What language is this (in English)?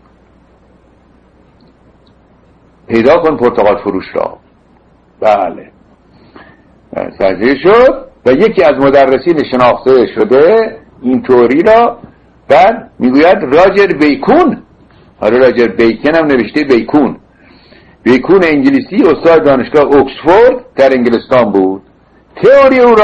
Persian